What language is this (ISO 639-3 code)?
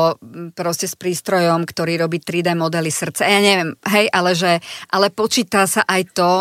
slk